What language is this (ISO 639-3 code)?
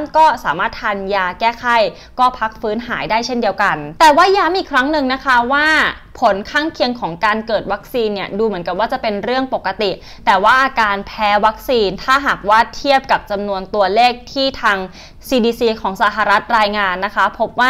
tha